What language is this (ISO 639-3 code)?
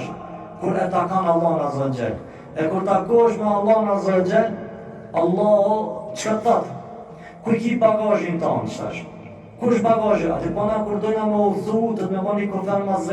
sqi